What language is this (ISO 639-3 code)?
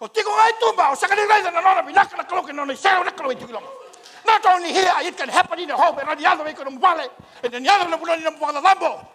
fij